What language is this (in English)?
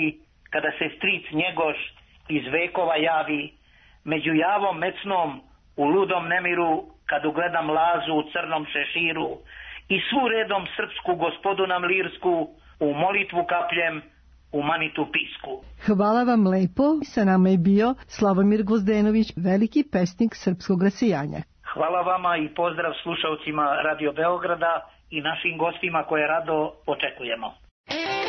Serbian